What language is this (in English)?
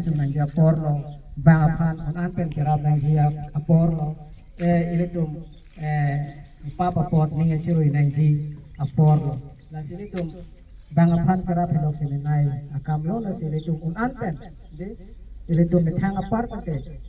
Karbi